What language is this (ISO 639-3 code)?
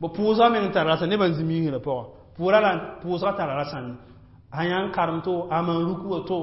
mos